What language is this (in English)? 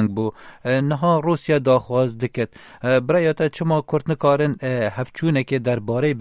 Kurdish